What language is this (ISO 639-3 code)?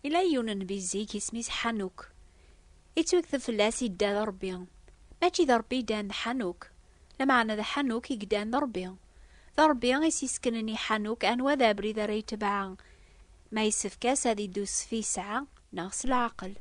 kab